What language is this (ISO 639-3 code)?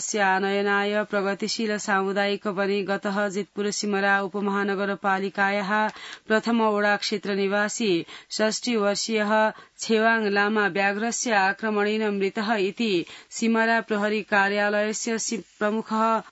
san